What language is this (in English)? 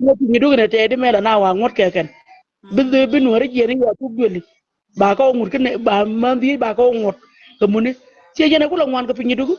Nuer